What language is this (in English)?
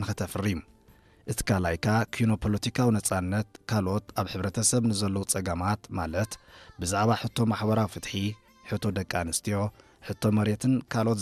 Tigrinya